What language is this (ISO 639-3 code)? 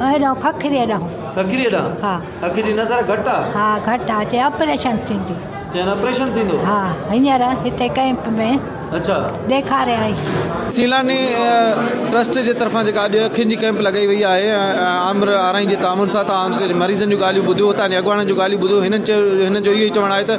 snd